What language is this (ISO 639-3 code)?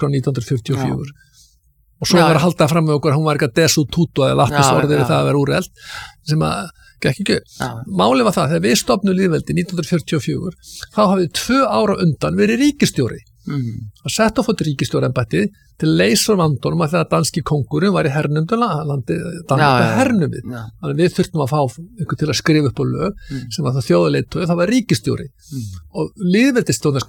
isl